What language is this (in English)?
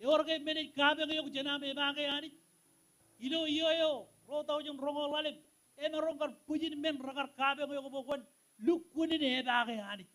Marshallese